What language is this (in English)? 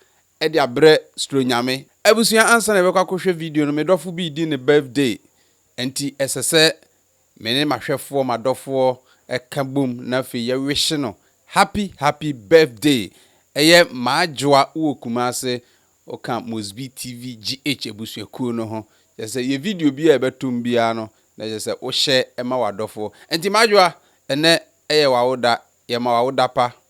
Akan